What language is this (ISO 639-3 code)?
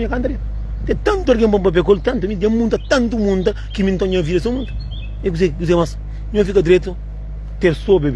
kea